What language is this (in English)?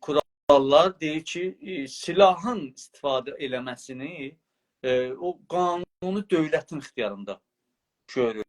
South Azerbaijani